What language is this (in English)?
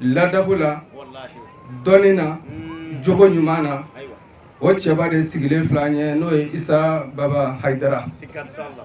Bambara